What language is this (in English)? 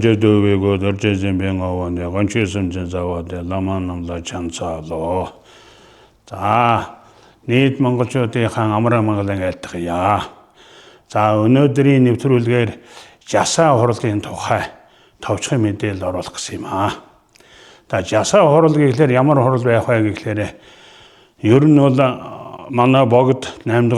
Mongolian